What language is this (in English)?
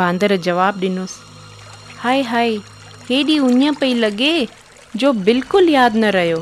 Sindhi